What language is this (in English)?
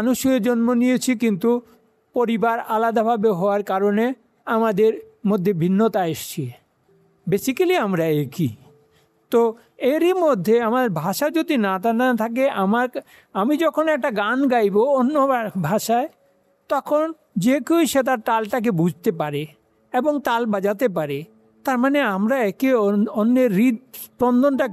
Bangla